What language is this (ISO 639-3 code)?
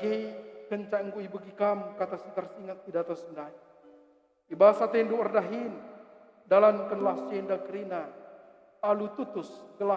btx